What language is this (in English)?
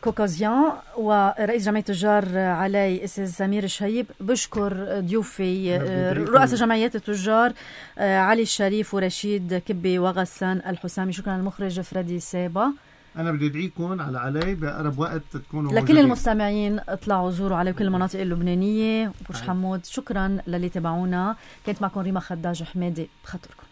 North Levantine Arabic